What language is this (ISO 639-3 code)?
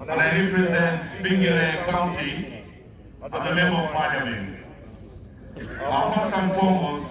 ach